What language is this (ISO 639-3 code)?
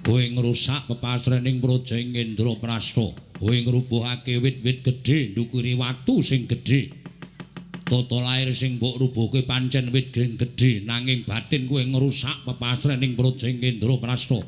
jav